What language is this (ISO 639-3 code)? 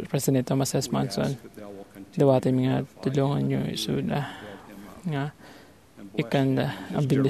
ilo